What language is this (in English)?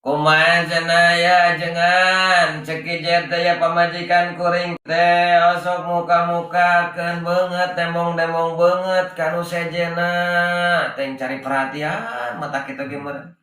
Sundanese